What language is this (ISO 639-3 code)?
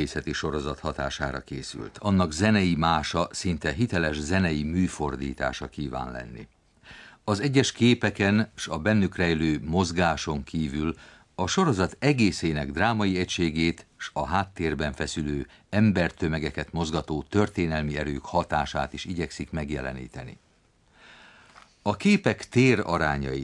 hun